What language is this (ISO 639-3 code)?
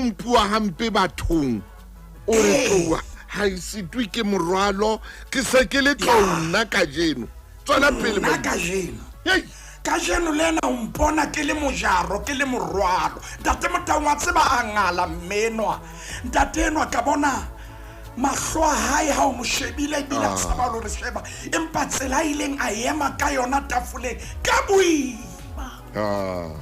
sot